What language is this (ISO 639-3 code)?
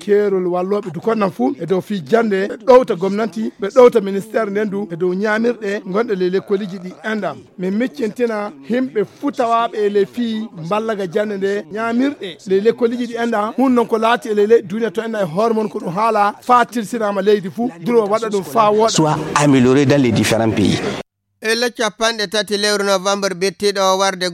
ful